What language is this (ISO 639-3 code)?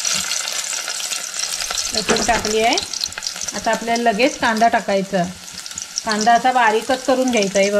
mar